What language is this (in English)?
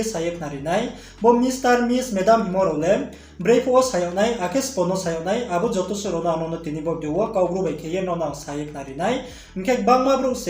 Riang (India)